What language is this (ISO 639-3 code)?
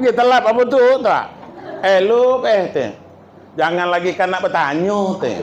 min